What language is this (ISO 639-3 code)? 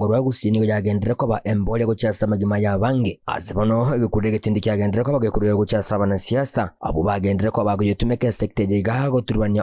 guz